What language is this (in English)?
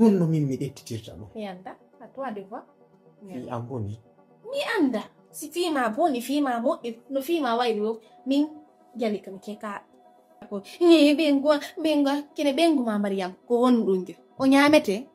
Fula